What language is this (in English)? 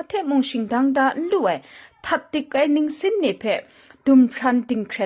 Kachin